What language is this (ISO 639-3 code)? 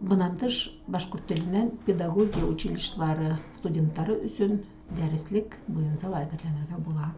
bak